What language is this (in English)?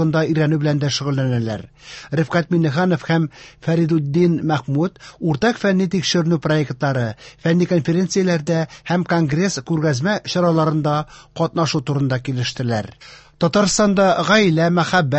Tatar